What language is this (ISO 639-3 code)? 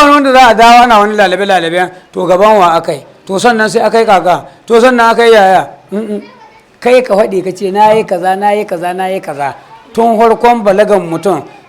hau